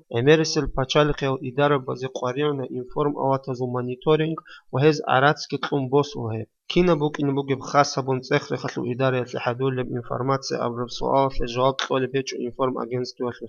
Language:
Avaric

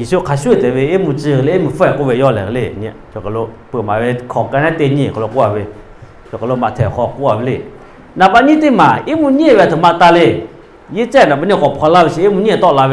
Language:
Lahu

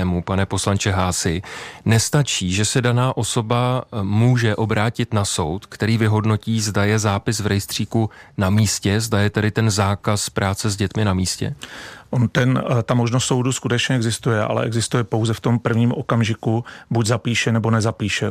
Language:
Czech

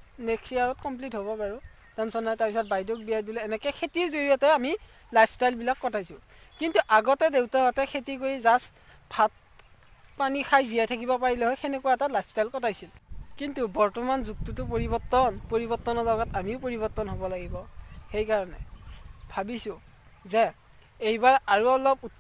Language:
Assamese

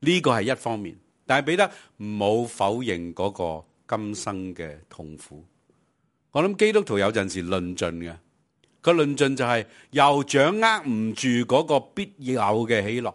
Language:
Cantonese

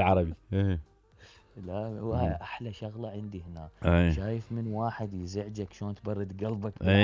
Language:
Mesopotamian Arabic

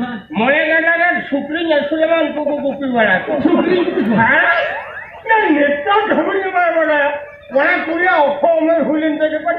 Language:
Santali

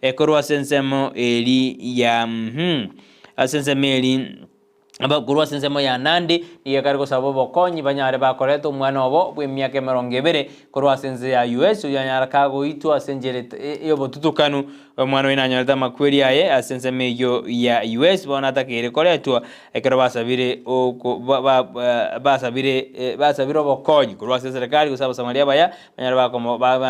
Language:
Gusii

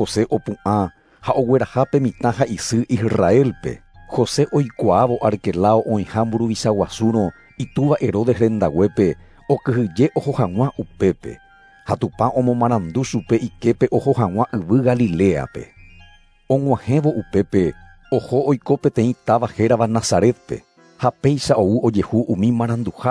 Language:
Guarani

